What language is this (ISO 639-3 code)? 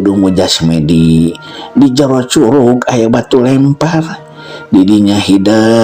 sun